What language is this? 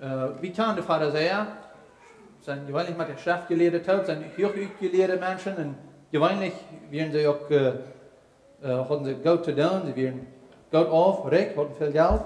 Plautdietsch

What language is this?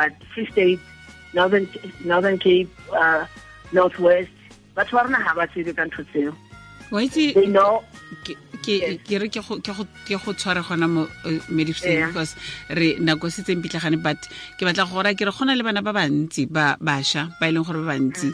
Tswana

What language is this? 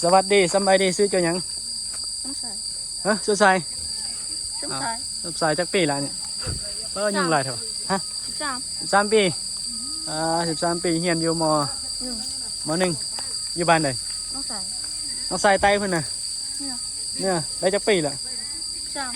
Northeastern Thai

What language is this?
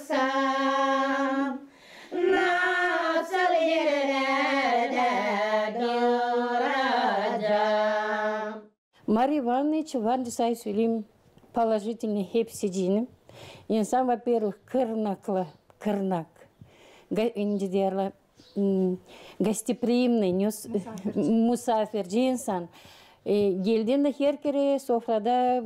Gagauz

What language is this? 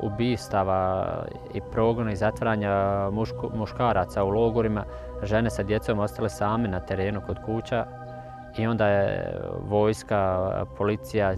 Bosnian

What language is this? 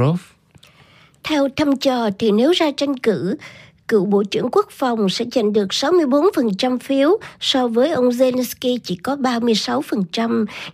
Vietnamese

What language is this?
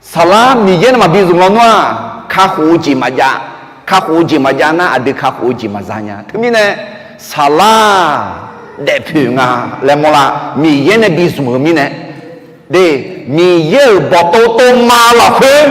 Akha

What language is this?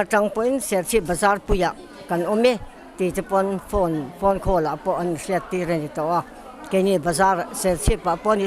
Mizo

